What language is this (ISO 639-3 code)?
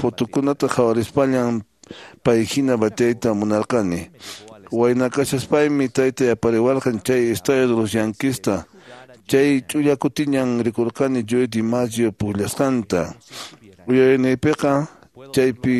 que